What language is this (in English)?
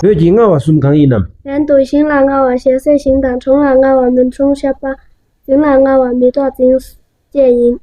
Tibetan